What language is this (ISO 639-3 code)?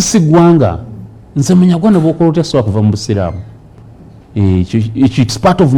lug